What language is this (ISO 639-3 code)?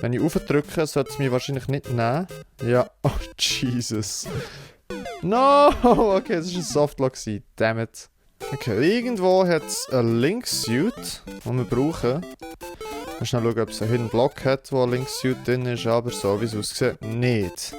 gsw